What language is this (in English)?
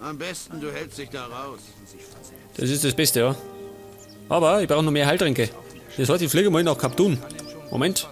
Bavarian